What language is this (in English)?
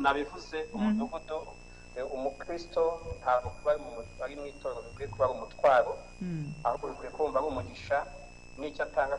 Kinyarwanda